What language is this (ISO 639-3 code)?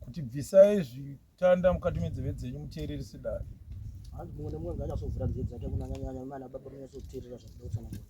sna